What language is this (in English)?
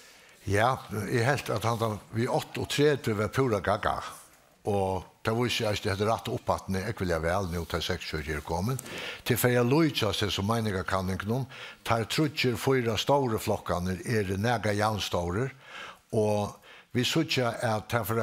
Faroese